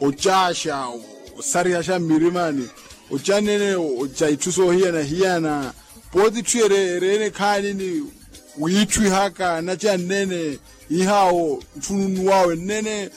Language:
Makhuwa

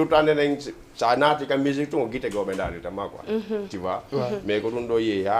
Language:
Fula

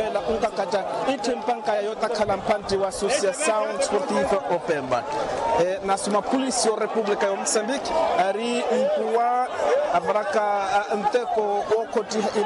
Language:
Makhuwa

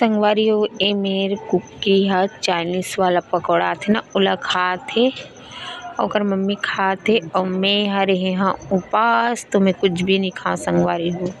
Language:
Chhattisgarhi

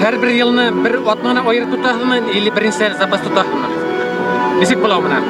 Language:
Bashkir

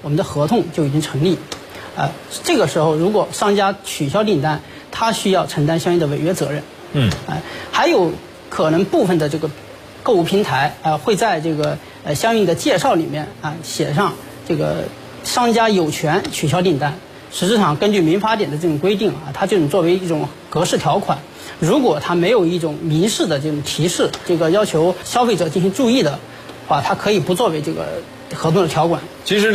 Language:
Chinese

